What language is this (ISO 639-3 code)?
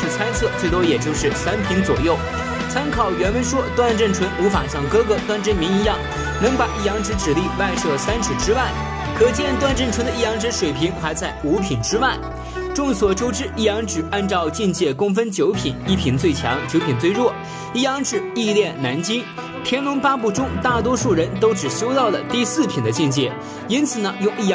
zho